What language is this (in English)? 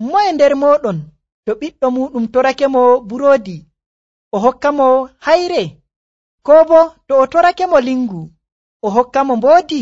Nigerian Fulfulde